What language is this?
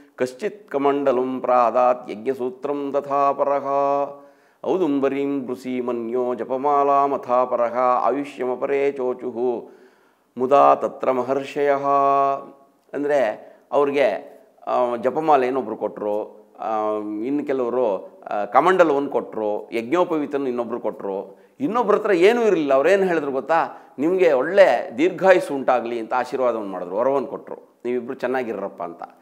Kannada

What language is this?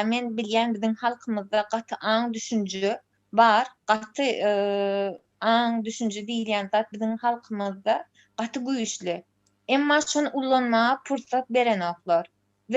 Turkmen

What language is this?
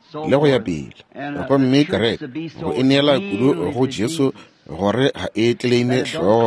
Northern Sotho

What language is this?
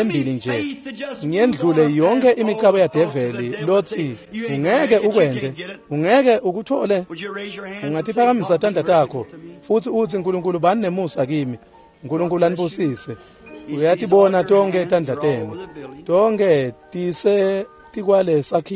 Swati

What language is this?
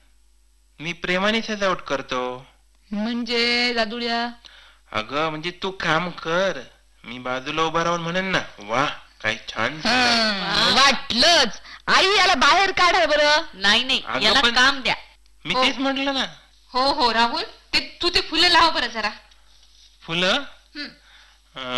Marathi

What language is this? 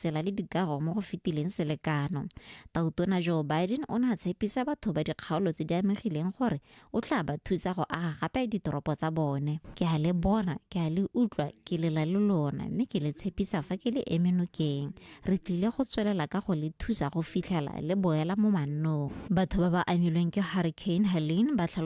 Tswana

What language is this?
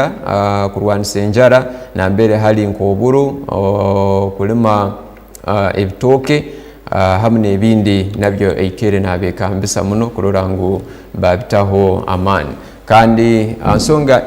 Tooro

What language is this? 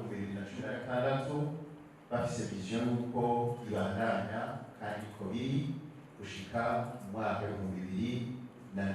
Rundi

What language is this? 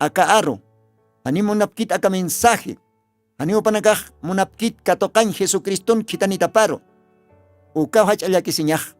Aymara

